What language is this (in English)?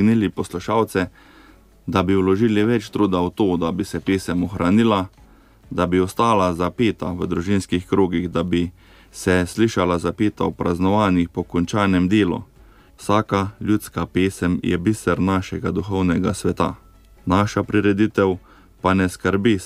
Slovenian